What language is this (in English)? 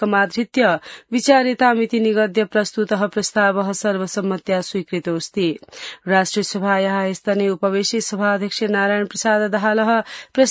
Sanskrit